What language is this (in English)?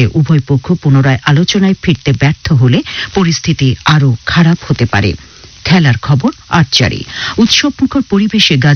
Bangla